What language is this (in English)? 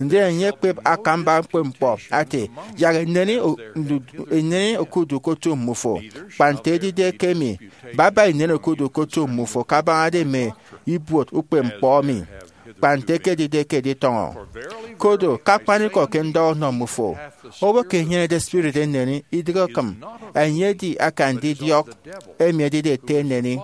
Efik